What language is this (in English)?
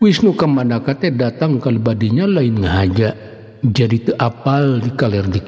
Sundanese